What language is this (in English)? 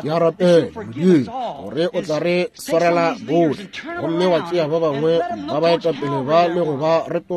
Northern Sotho